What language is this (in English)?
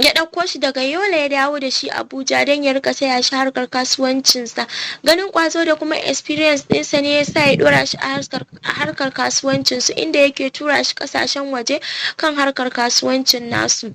Hausa